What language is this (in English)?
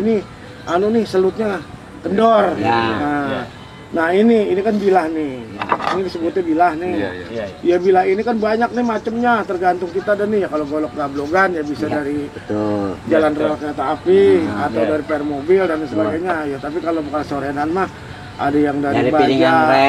Betawi